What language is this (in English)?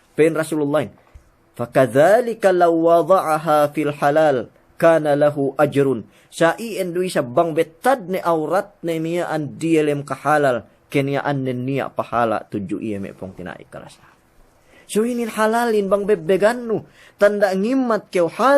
Yakan